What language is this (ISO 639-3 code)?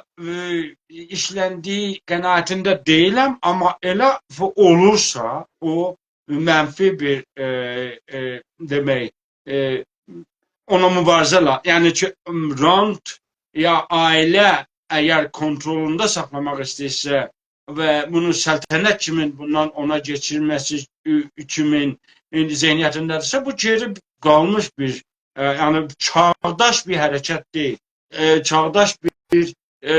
azb